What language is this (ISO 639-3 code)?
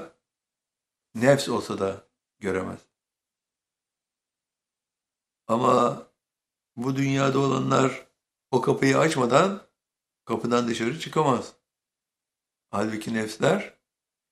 tur